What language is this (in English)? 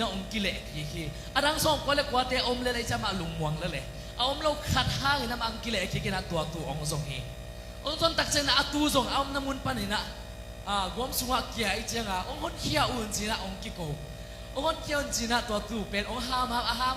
Tedim Chin